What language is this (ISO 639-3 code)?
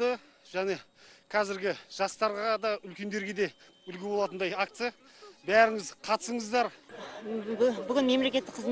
kaz